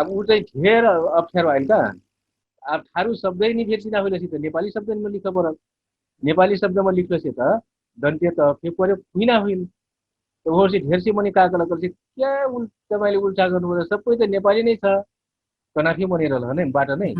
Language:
Dangaura Tharu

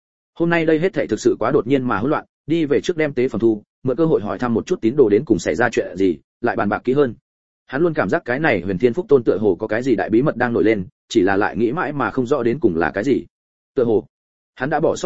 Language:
Vietnamese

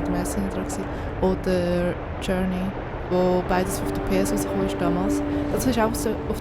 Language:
Swiss German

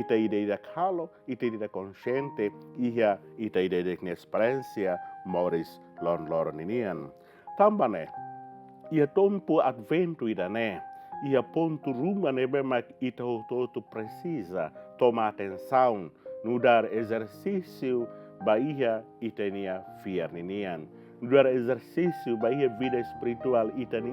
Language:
Tetum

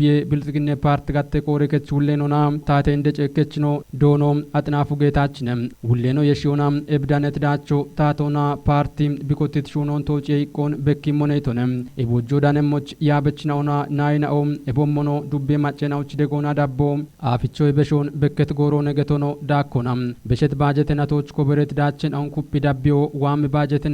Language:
Kafa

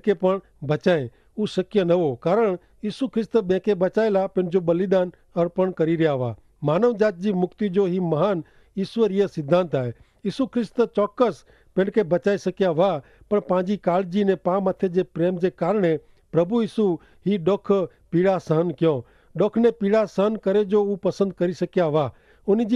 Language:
Kachhi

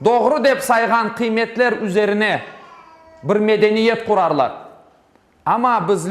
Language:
Crimean Tatar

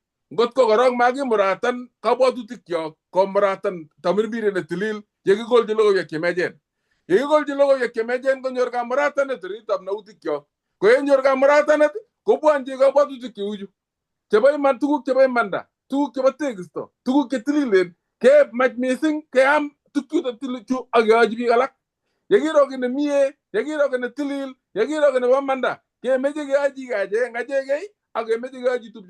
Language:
Kalenjin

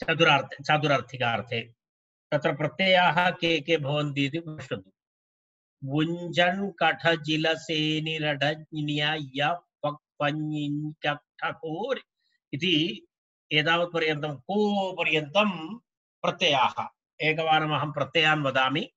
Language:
Sanskrit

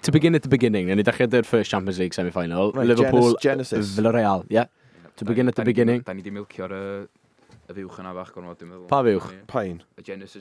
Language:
Welsh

